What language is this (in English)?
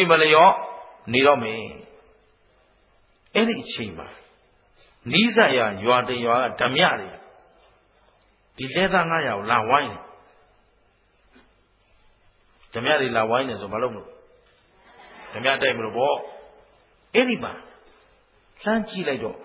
Burmese